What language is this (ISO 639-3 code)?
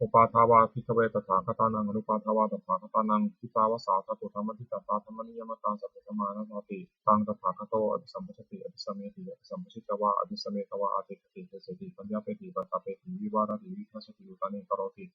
pli